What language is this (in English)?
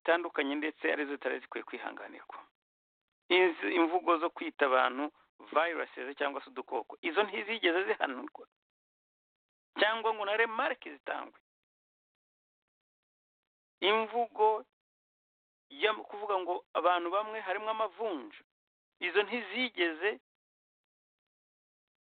Kinyarwanda